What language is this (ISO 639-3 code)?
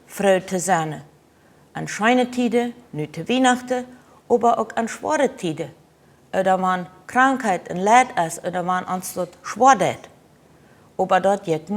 pdt